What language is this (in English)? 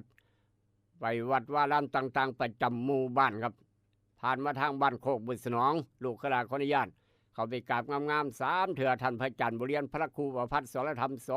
Northeastern Thai